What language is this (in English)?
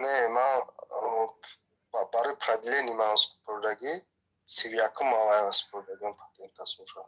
Tajik